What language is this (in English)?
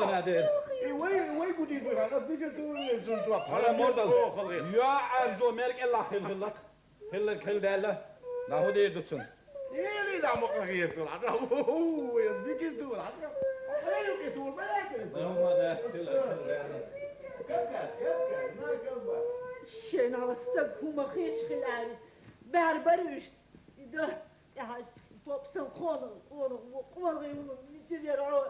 Chechen